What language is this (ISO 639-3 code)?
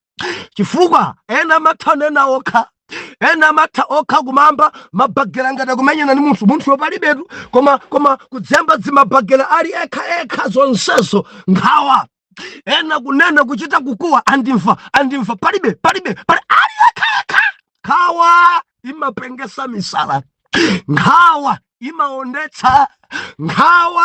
nya